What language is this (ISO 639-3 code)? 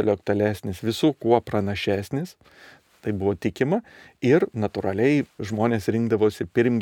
lit